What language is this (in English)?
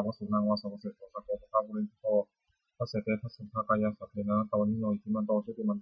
Pali